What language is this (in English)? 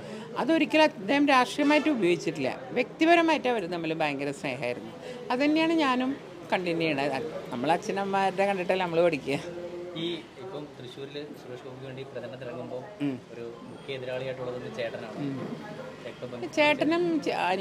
Malayalam